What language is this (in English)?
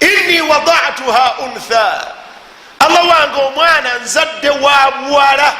Ganda